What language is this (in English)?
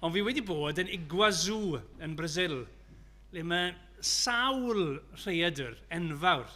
Welsh